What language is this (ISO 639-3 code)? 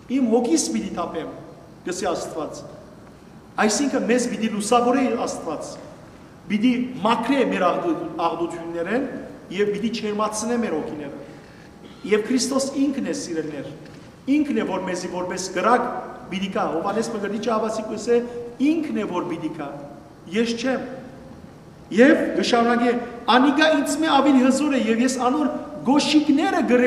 hyw